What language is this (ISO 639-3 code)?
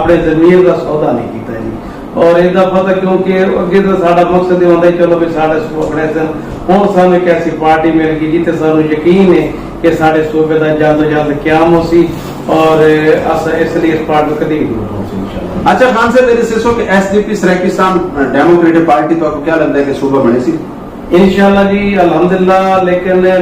skr